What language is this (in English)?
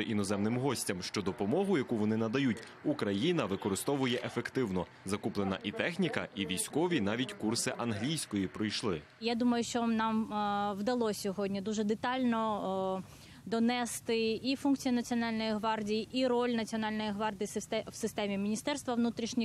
Ukrainian